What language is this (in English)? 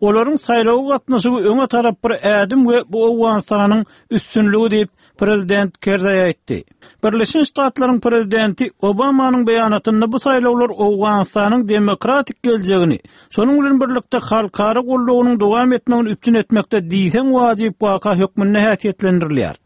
Turkmen